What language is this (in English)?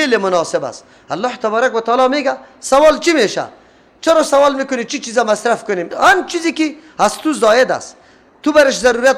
Persian